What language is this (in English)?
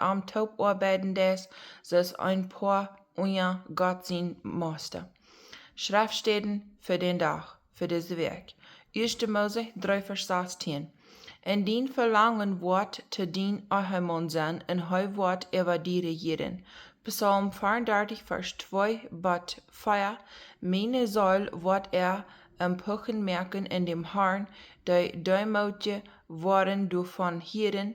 Plautdietsch